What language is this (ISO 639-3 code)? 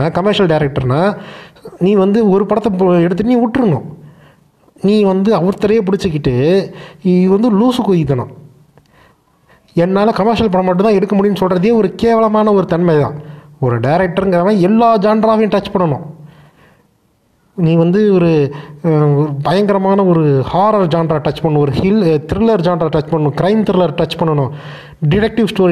tam